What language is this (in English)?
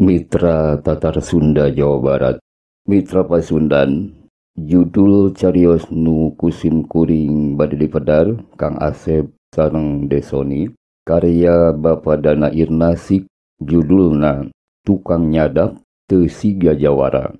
Sundanese